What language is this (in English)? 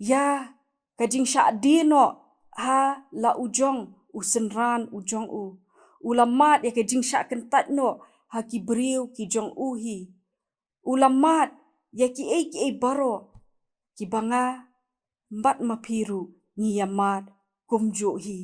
Khasi